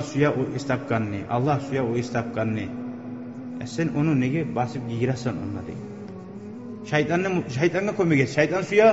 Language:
Kumyk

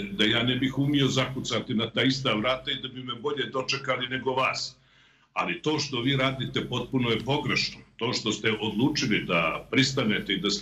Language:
Croatian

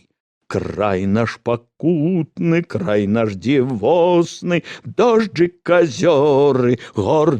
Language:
Belarusian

